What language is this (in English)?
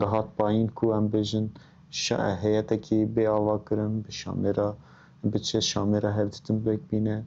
Kurdish